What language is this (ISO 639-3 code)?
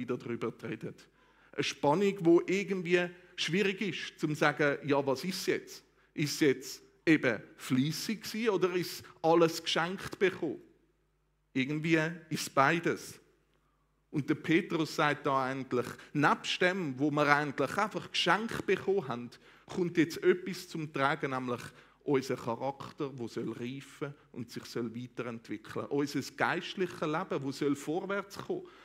gsw